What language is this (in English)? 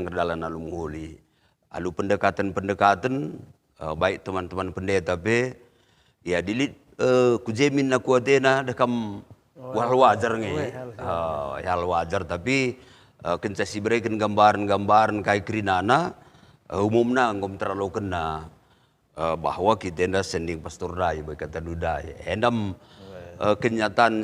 Batak Karo